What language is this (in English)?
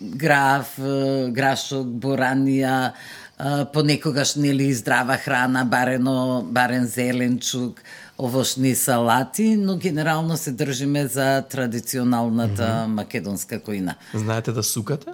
Macedonian